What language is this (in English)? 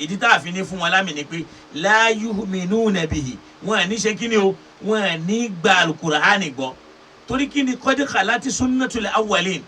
Yoruba